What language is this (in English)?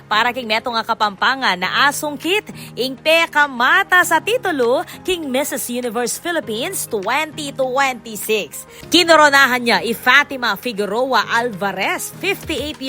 Pampanga